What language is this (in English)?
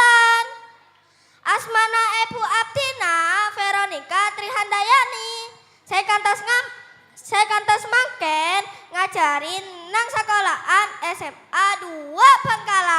Madurese